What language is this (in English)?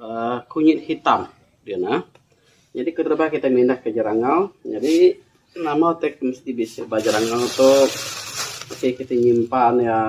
Iban